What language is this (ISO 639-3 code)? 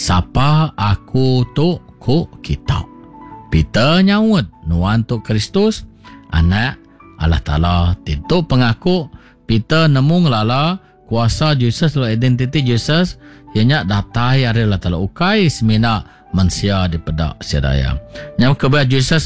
iba